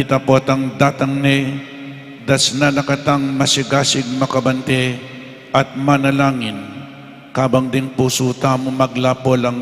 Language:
Pampanga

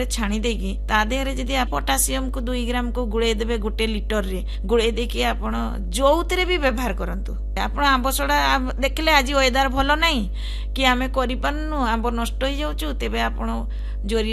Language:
Odia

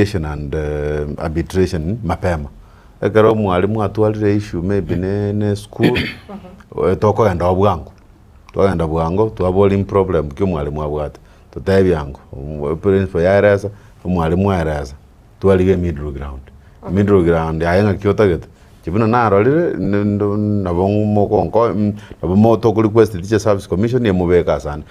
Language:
Gusii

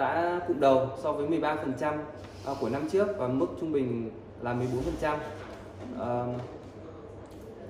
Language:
Vietnamese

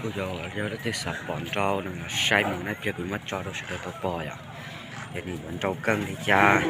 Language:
Hmong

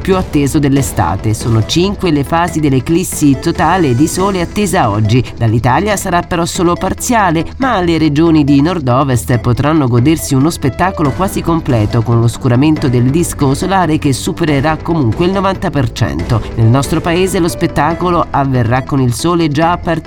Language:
Italian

